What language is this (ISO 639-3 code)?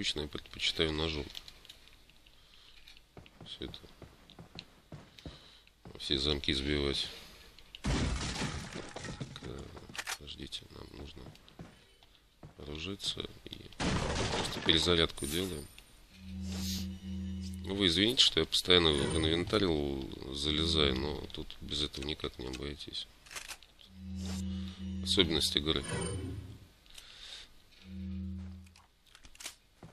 rus